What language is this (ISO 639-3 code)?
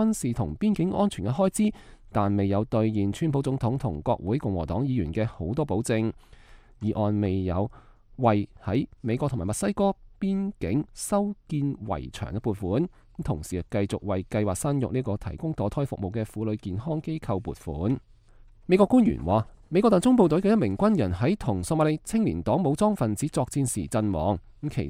yue